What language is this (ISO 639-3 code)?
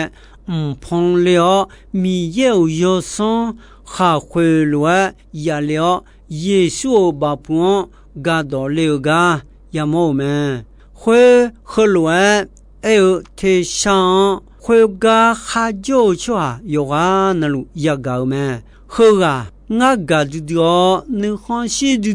ahk